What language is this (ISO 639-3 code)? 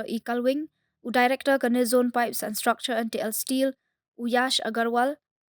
kha